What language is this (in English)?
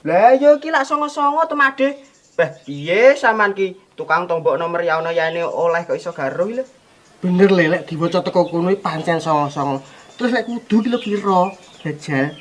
Javanese